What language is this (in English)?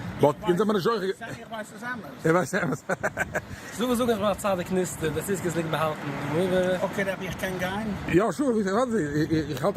Yiddish